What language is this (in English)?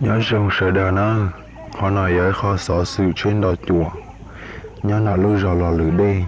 Hmong